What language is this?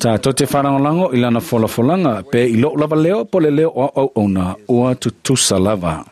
Samoan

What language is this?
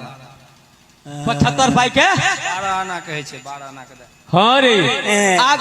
Maithili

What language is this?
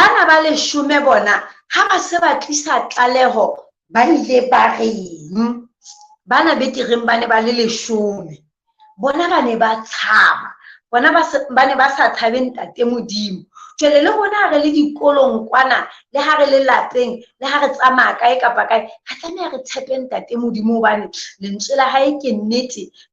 Southern Sotho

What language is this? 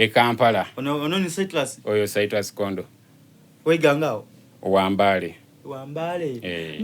Soga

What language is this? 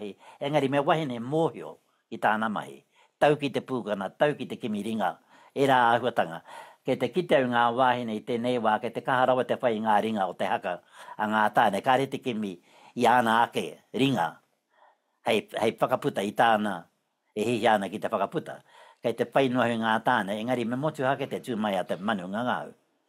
Māori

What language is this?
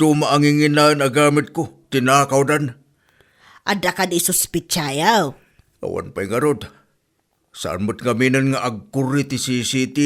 Iloko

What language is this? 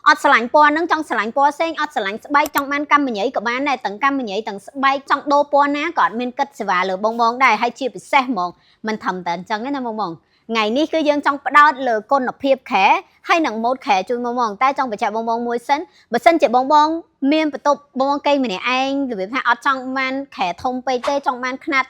Khmer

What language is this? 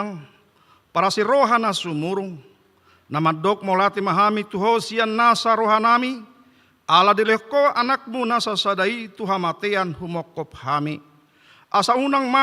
Batak Toba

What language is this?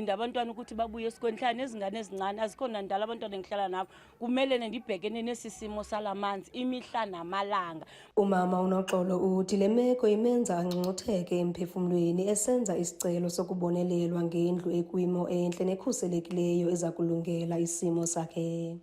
Zulu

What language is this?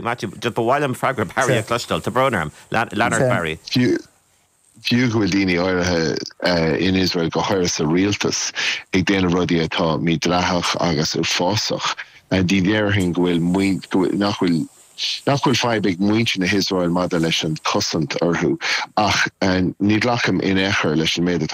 Irish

